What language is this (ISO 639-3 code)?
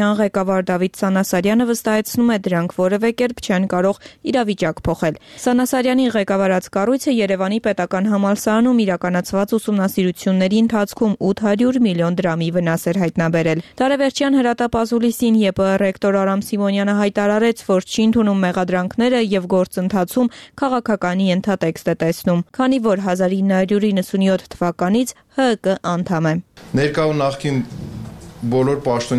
hye